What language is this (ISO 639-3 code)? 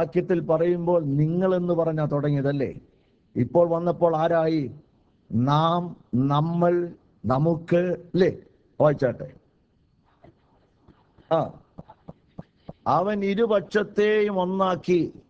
mal